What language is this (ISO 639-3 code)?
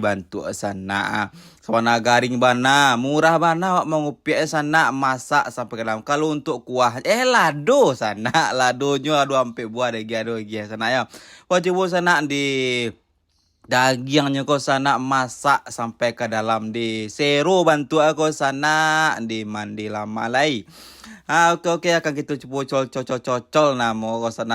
min